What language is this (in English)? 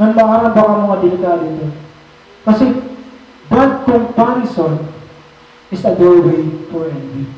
Waray